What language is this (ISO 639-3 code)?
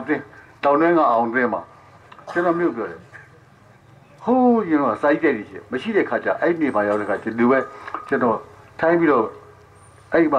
mya